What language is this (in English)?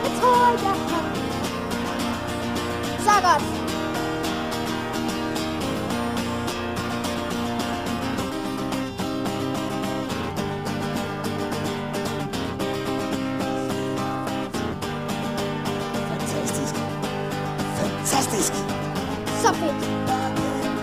Danish